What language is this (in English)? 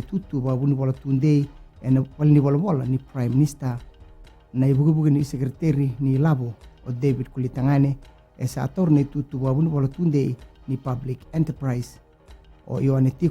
Fijian